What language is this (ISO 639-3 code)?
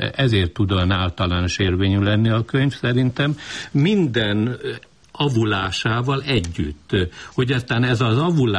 hun